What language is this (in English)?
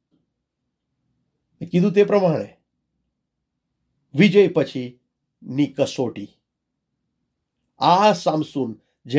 Gujarati